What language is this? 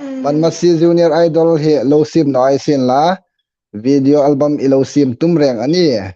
Hmar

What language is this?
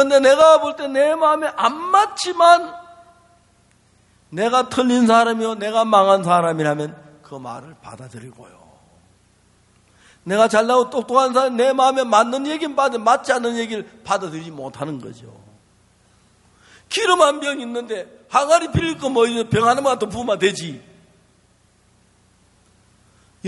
Korean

